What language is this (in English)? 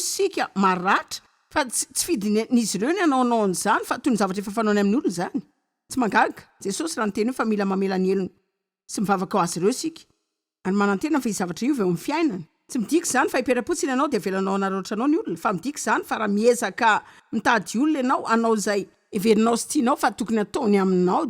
Malagasy